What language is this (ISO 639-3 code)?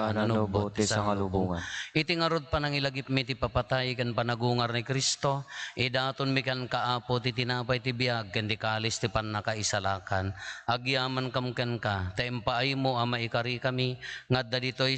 ilo